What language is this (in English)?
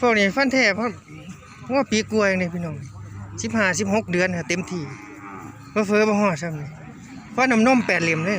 Northeastern Thai